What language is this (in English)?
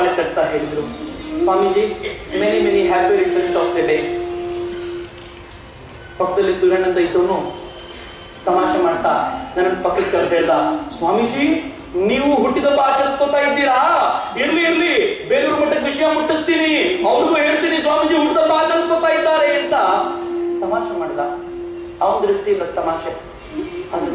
Kannada